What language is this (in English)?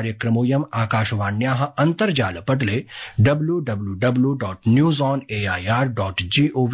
Sanskrit